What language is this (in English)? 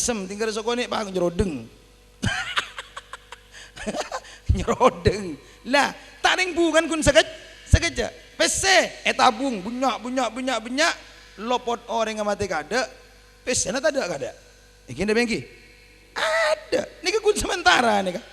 Madurese